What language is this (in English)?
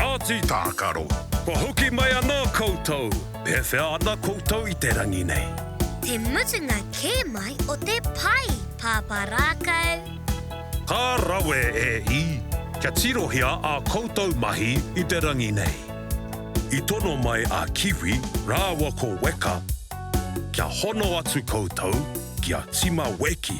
Māori